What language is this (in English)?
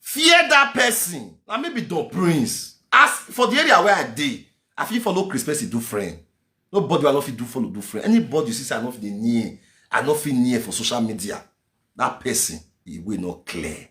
Nigerian Pidgin